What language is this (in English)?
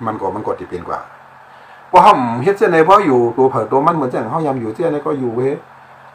Shan